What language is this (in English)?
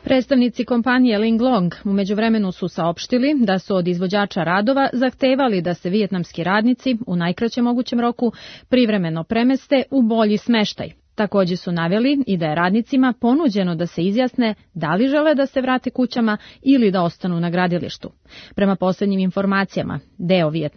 Serbian